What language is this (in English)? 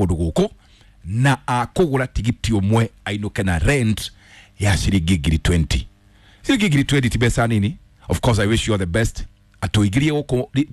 Kikuyu